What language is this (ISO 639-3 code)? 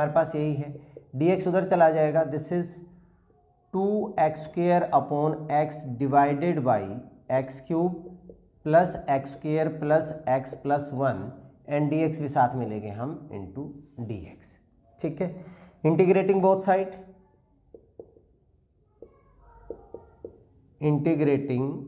hin